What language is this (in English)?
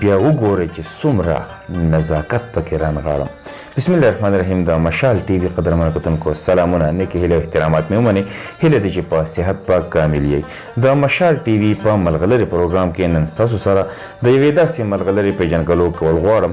Pashto